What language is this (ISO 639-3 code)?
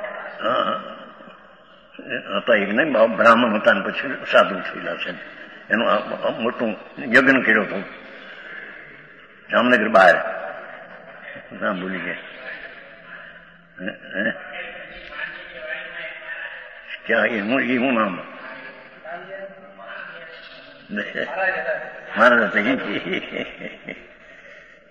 guj